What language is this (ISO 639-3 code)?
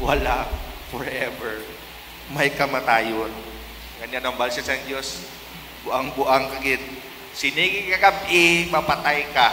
hil